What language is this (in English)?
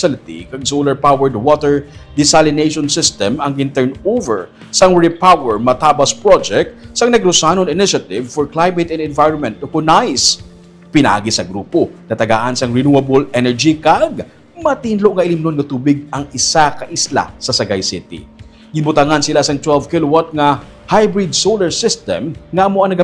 Hiligaynon